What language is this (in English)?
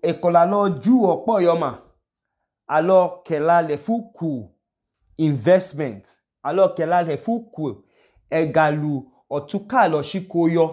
Idoma